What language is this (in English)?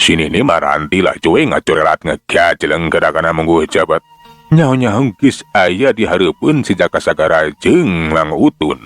Sundanese